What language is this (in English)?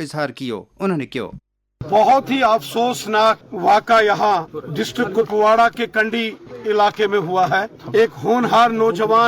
Gujari